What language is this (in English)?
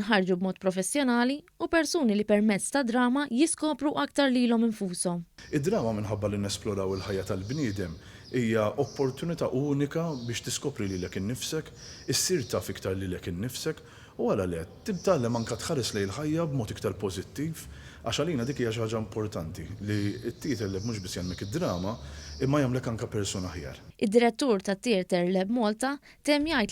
Maltese